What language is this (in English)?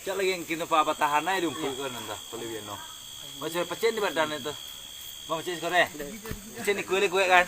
Minangkabau